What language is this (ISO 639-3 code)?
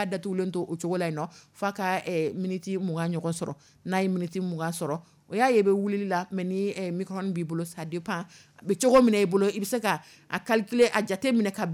dyu